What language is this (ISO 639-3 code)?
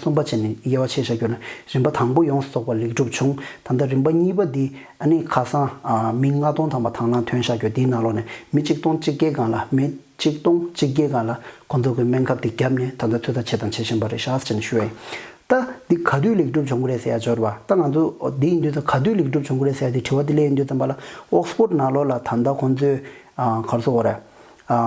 bod